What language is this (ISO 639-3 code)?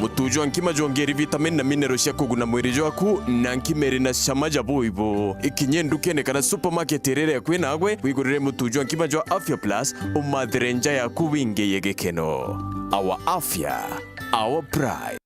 mer